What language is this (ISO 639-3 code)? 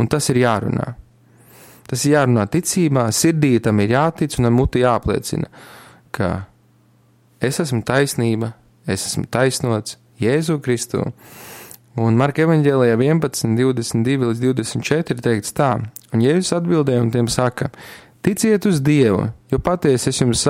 lav